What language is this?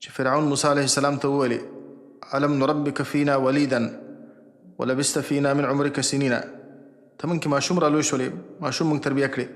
Pashto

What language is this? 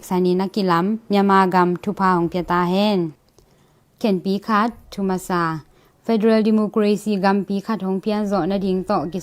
Tedim Chin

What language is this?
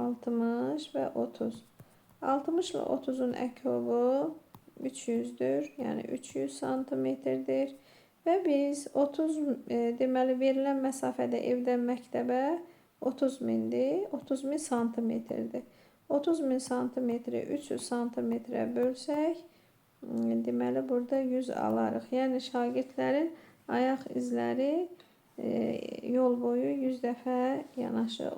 Azerbaijani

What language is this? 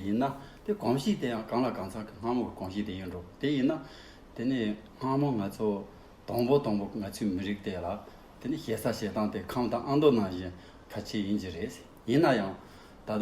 Tibetan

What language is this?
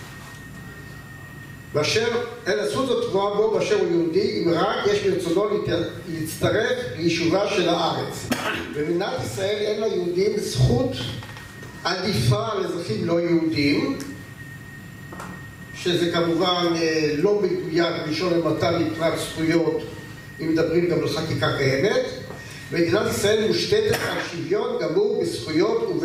Hebrew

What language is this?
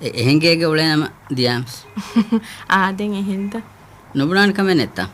Divehi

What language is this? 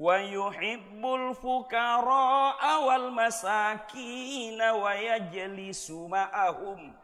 Buginese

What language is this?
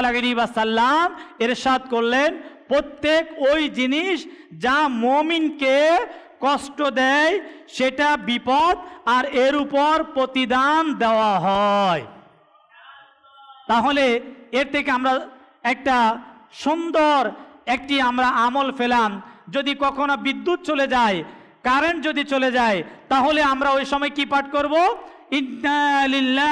Bangla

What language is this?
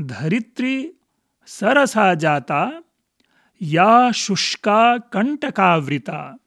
Sanskrit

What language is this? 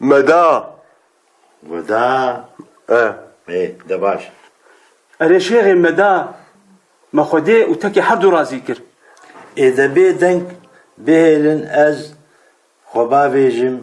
Kurdish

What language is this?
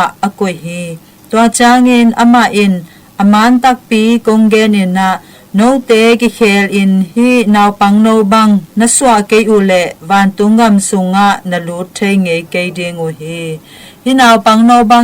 Tedim Chin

